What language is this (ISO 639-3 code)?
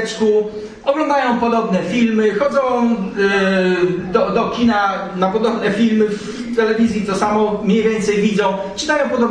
pol